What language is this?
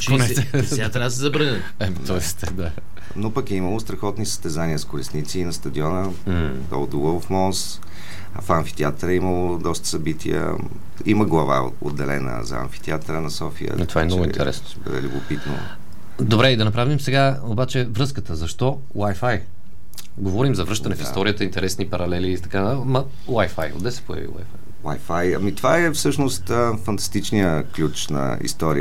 Bulgarian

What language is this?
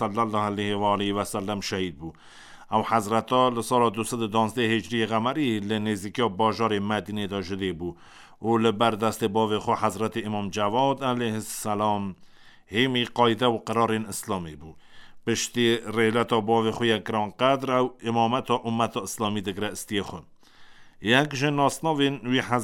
Kurdish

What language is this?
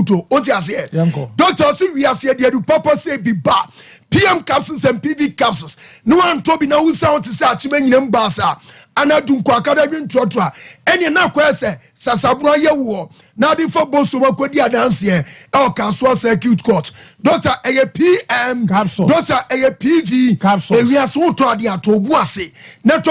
Akan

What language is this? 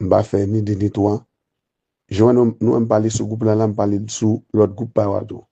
Haitian Creole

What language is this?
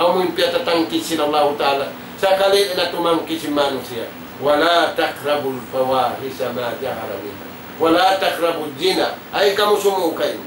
Tausug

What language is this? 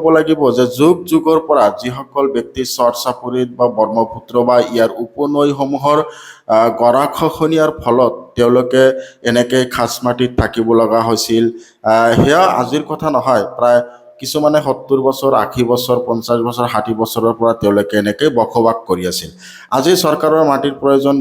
Assamese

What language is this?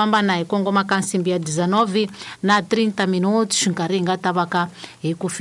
Tsonga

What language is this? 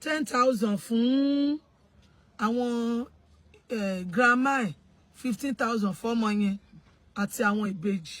Yoruba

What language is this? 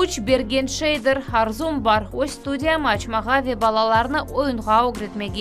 Crimean Tatar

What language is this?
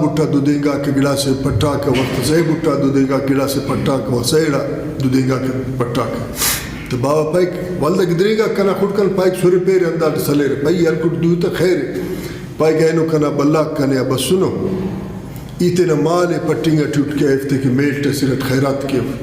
Brahui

